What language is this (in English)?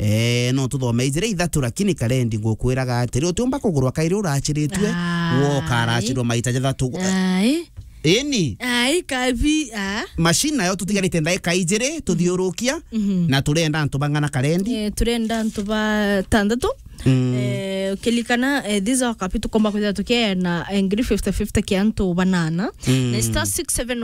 Meru